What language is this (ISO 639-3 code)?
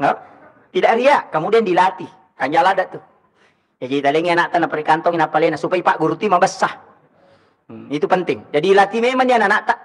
bug